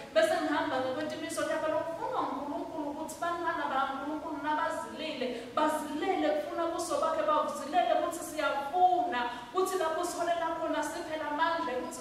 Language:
Swati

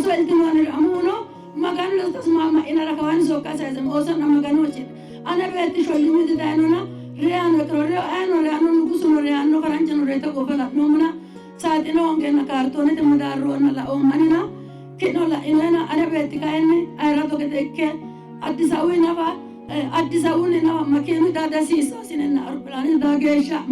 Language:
Sidamo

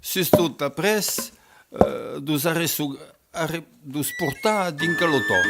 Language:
Occitan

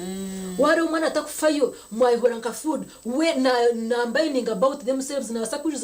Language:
Nyankole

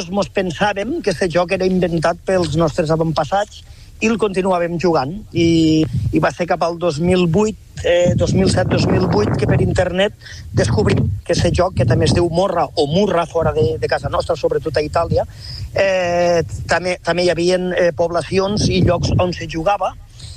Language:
Catalan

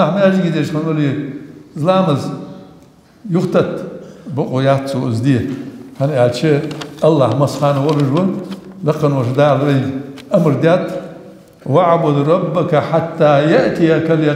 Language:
Ingush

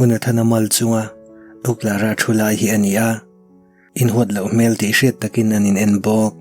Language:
Mizo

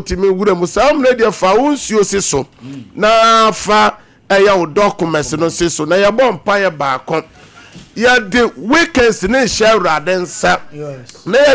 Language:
Akan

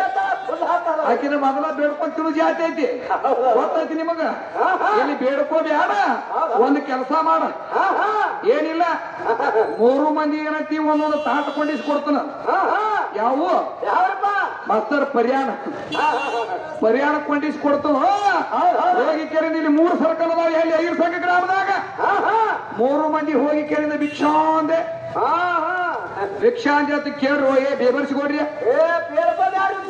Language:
Kannada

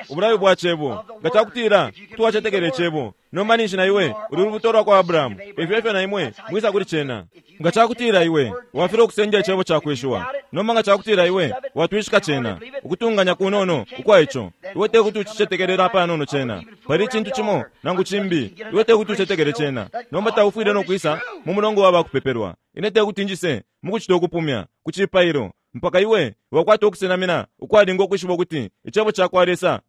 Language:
Bemba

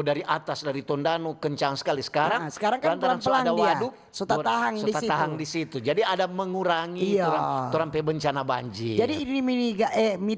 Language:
Manado Malay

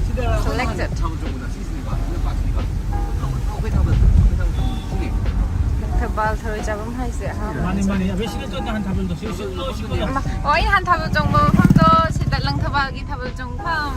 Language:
Manipuri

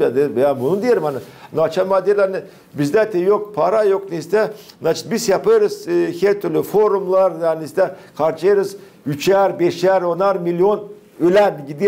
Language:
Gagauz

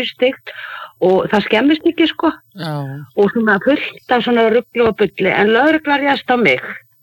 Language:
Icelandic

